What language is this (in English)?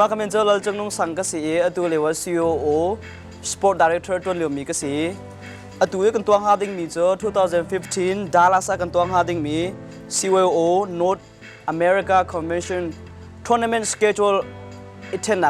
Hakha Chin